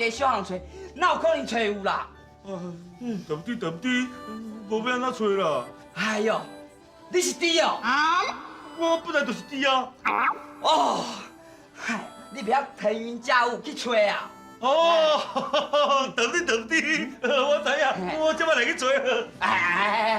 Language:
Min Nan Chinese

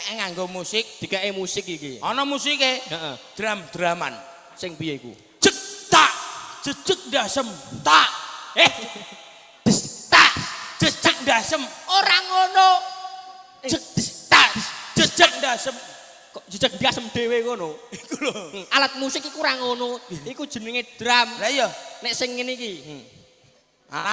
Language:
Javanese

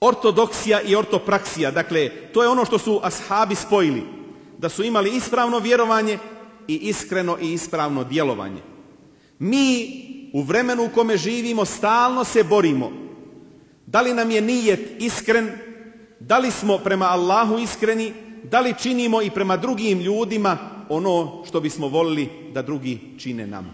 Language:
Bosnian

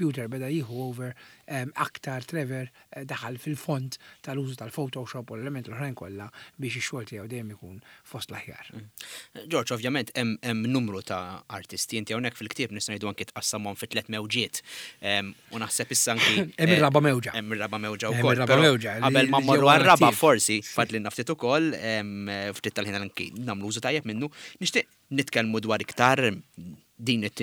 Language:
Maltese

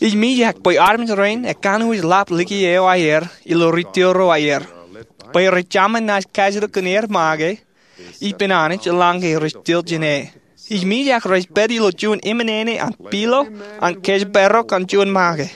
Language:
Marshallese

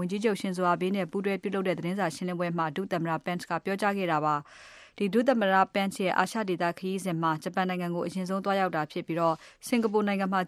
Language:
Burmese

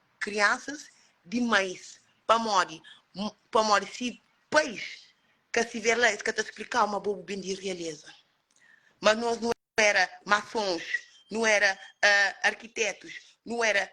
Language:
Kabuverdianu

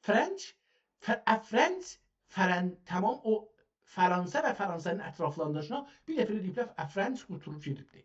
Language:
South Azerbaijani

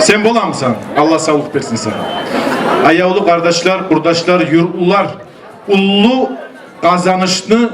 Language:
Kumyk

